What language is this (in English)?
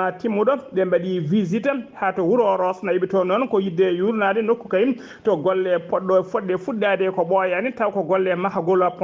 Fula